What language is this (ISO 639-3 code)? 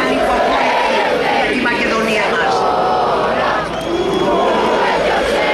ell